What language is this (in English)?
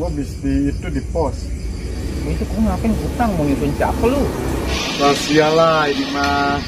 Betawi